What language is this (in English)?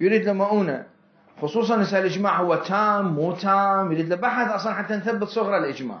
Mesopotamian Arabic